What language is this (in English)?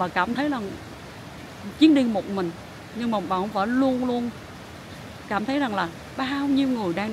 Vietnamese